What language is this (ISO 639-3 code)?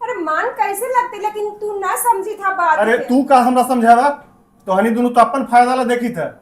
mag